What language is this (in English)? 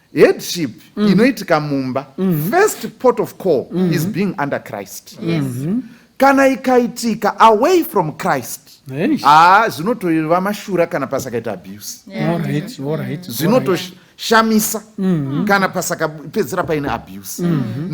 Shona